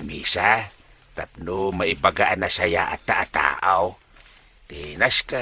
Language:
Iloko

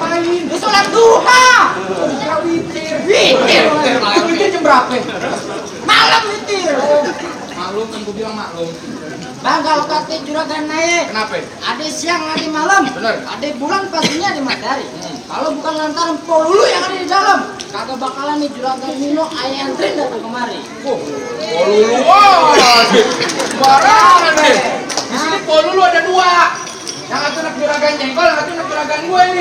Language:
Betawi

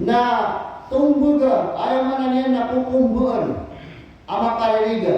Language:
Maranao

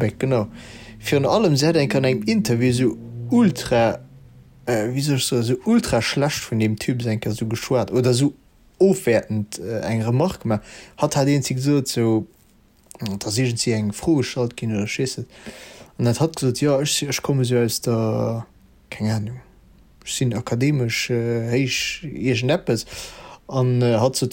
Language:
Luxembourgish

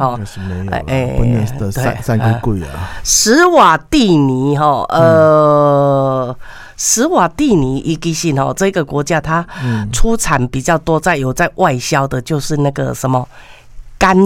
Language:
Min Nan Chinese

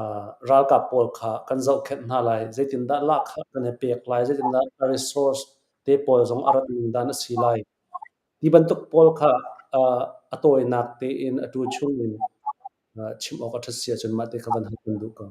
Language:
Hakha Chin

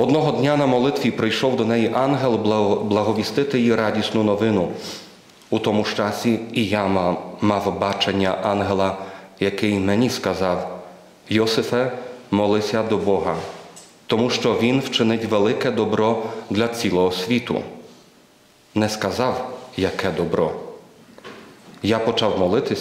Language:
Ukrainian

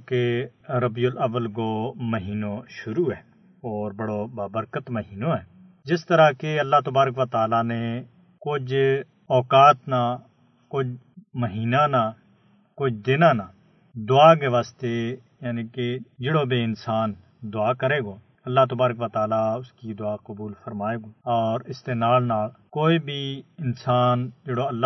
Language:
Gujari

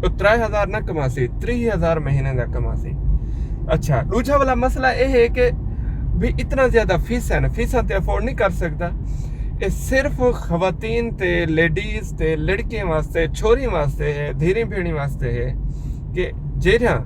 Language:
Saraiki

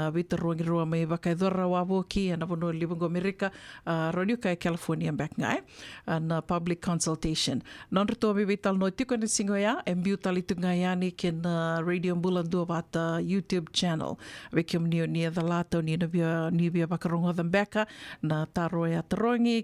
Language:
Fijian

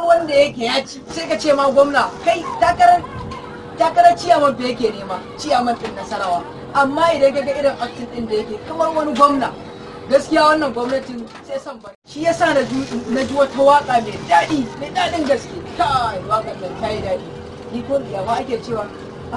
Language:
Hausa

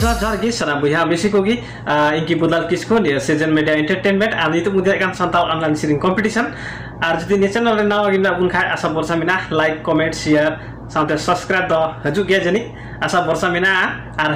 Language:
Santali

